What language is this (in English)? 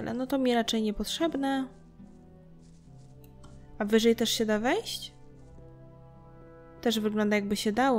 Polish